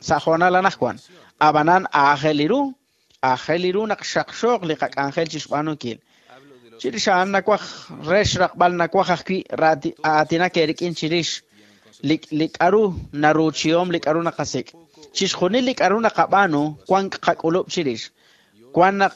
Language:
Kekchí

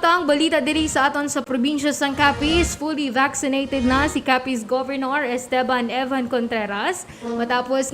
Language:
Hiligaynon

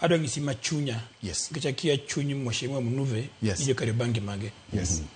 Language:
Luo (Kenya and Tanzania)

